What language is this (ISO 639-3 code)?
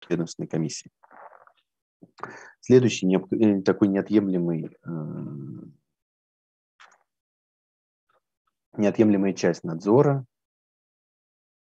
rus